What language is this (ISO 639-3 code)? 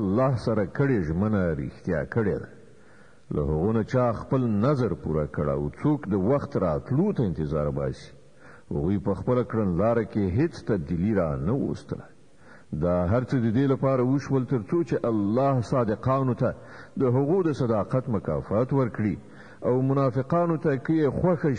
pus